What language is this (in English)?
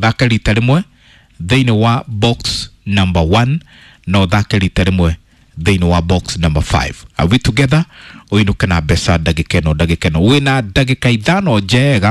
Kikuyu